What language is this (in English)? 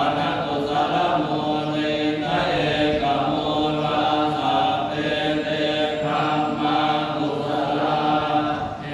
Pali